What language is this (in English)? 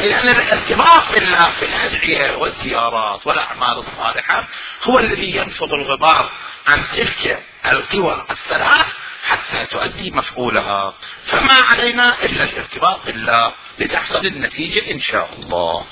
Mesopotamian Arabic